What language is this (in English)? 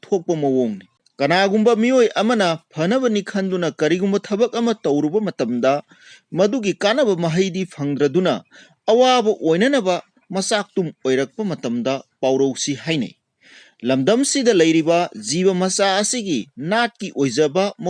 Manipuri